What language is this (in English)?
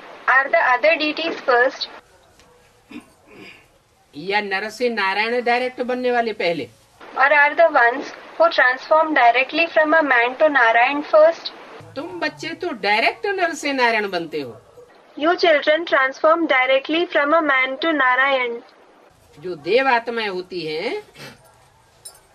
Hindi